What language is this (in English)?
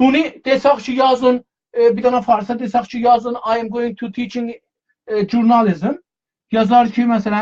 South Azerbaijani